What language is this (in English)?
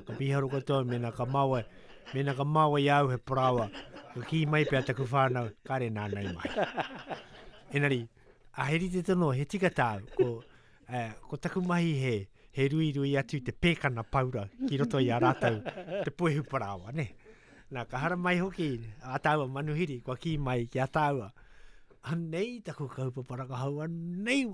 Latvian